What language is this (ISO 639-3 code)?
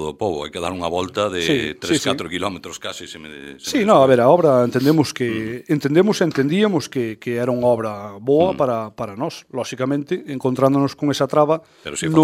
glg